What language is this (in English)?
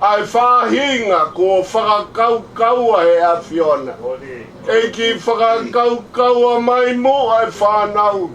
Tongan